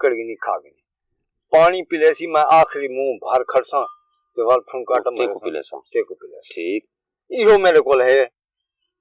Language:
Saraiki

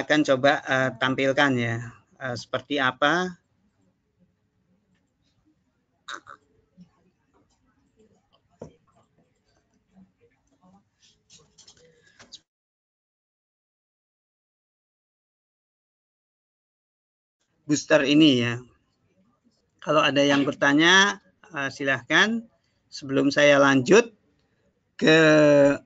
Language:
Indonesian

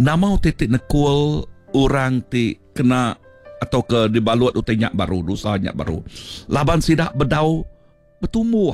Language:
Iban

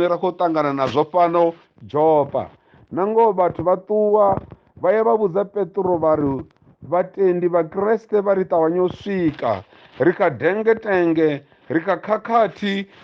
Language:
Venda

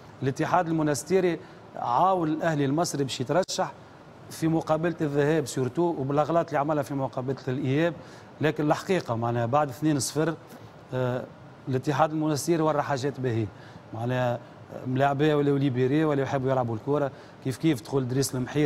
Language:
Tunisian Arabic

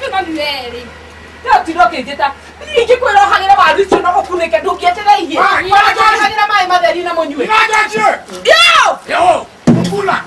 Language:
Kikuyu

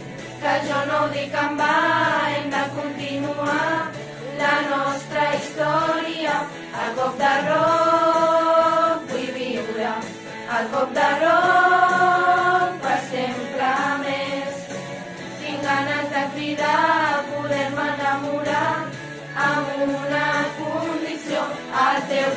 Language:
Catalan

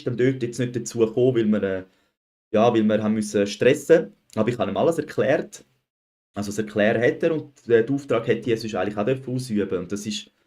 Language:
Swiss German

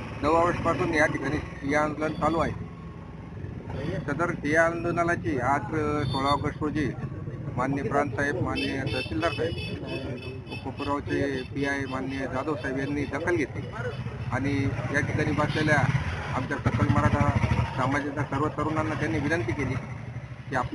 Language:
Marathi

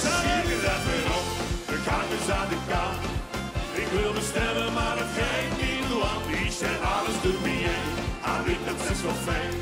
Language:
Limburgish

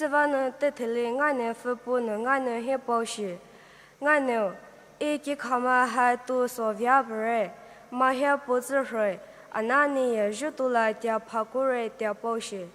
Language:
Poumei Naga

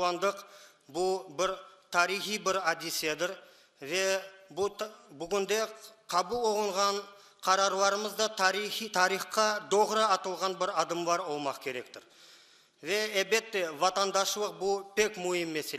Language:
Crimean Tatar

